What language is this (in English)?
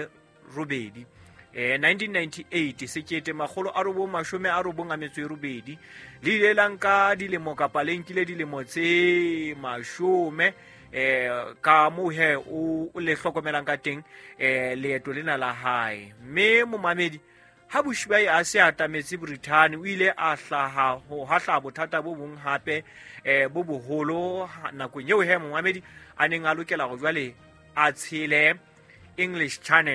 Southern Sotho